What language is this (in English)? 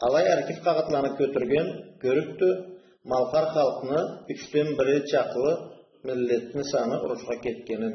Karachay-Balkar